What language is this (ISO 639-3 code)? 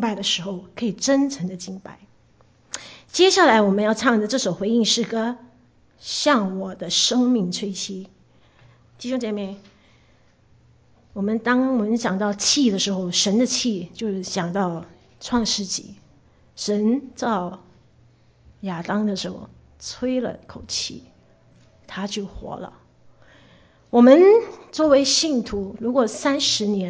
zho